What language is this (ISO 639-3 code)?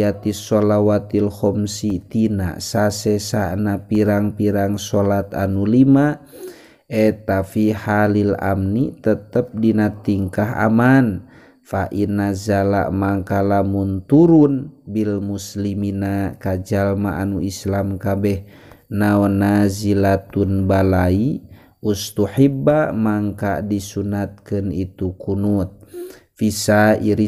sun